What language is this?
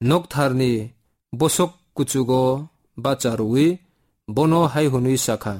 Kok Borok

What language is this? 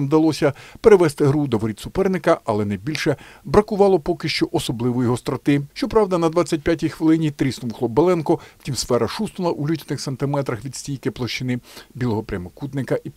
Ukrainian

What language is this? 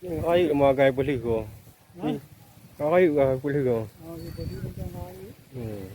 Achinese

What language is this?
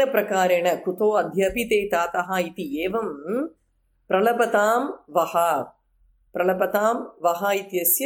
Sanskrit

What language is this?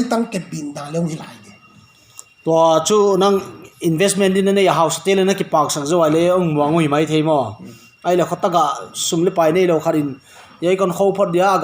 Paite Chin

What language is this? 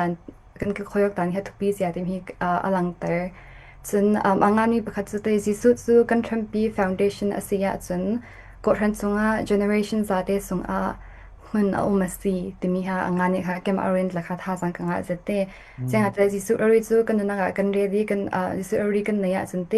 Falam Chin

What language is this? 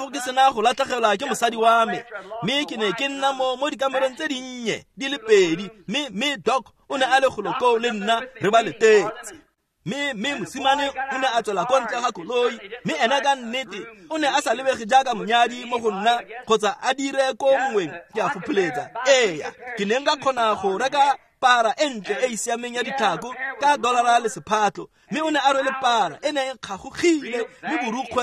Tswana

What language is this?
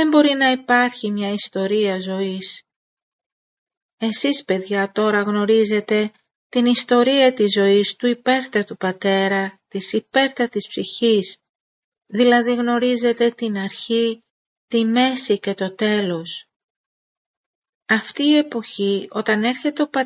Greek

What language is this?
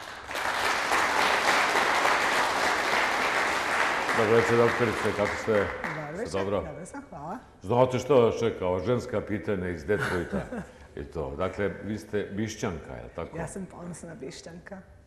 Bosnian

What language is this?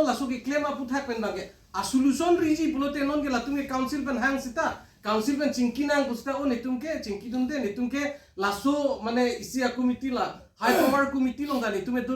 Karbi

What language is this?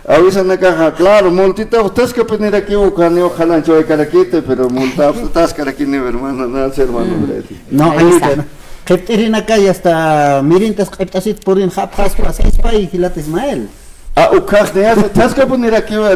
Aymara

